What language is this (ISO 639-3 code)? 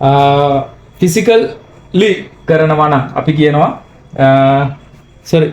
sin